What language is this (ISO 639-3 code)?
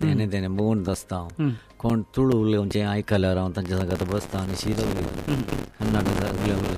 kok